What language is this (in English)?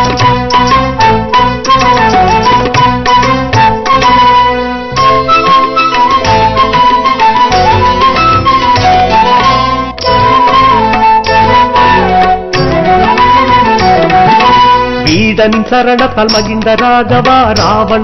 Tamil